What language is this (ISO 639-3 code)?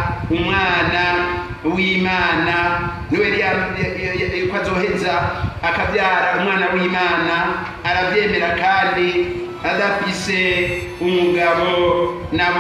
run